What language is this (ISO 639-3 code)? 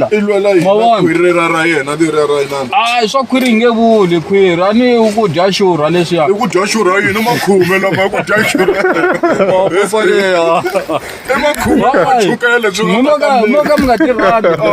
tso